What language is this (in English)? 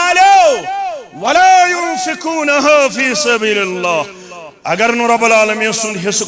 Kashmiri